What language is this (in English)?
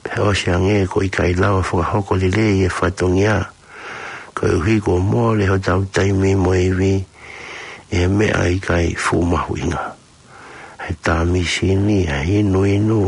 Tongan